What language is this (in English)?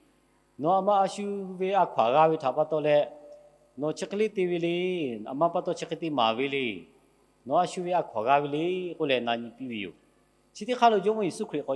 Lahu